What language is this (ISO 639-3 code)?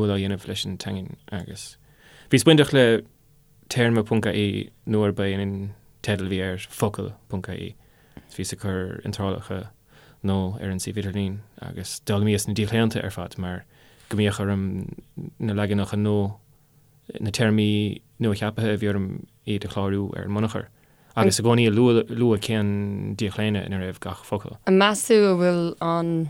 gle